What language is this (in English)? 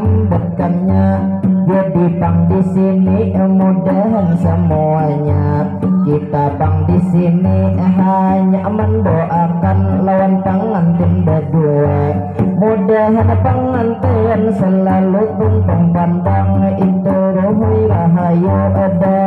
Banjar